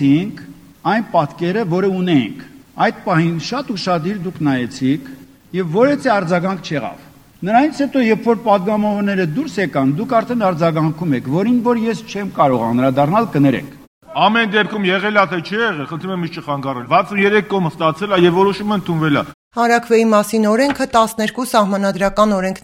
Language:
Armenian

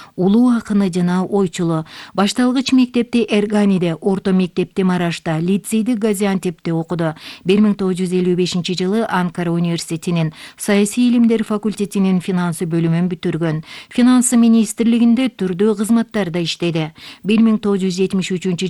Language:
Kyrgyz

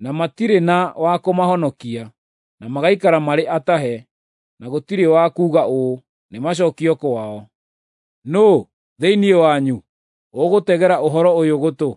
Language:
Kikuyu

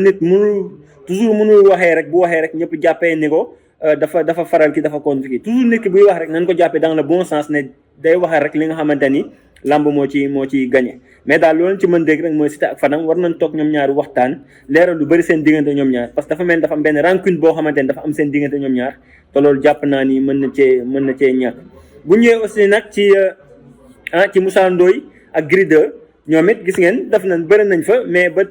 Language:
Wolof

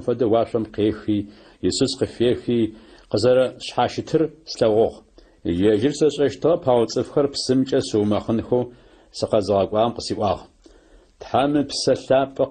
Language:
Adyghe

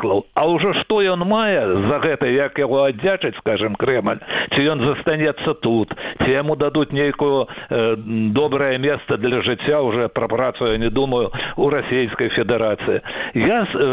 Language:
Belarusian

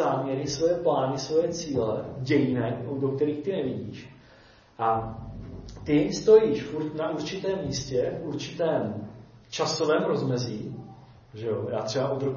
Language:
Czech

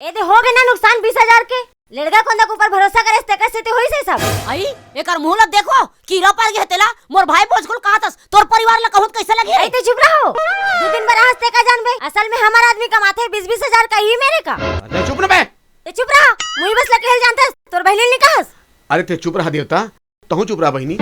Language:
Chhattisgarhi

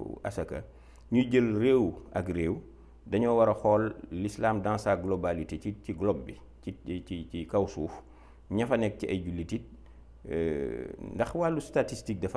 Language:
Wolof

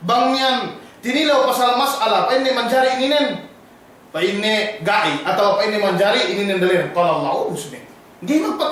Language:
Yakan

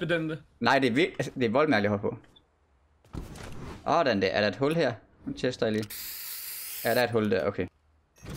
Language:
Danish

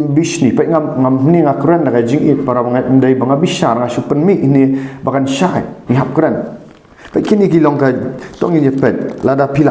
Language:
Khasi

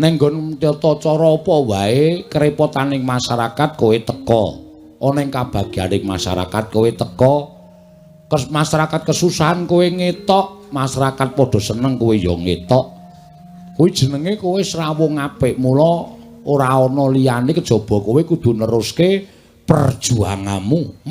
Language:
Javanese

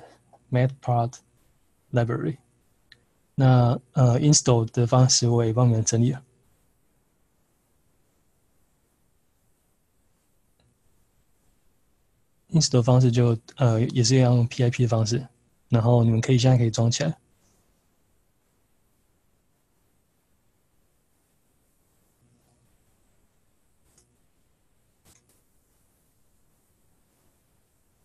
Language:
Chinese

